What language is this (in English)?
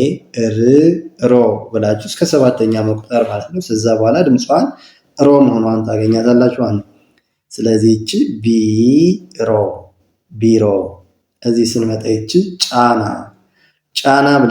Amharic